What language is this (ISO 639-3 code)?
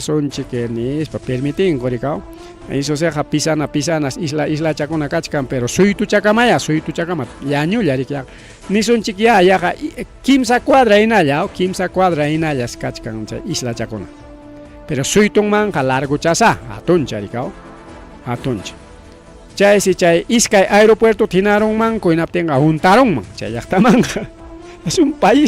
quy